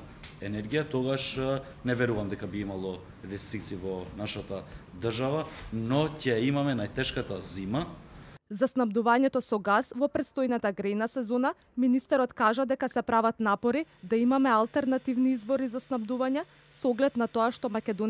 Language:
Macedonian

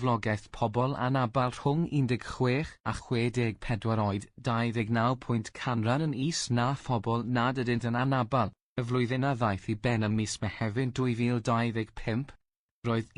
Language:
Welsh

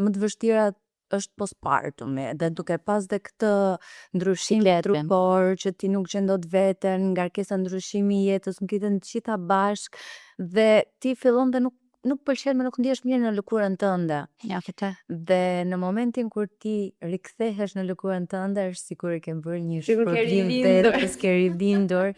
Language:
Albanian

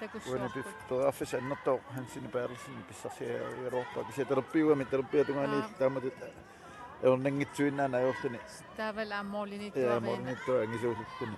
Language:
Kalaallisut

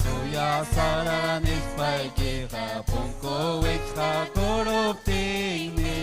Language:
Ayacucho Quechua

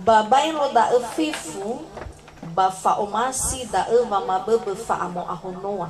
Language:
Nias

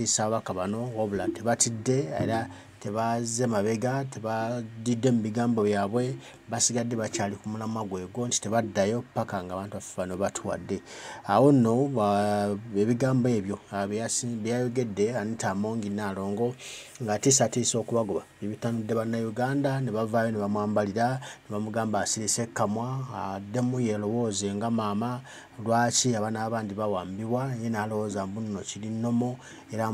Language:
Ganda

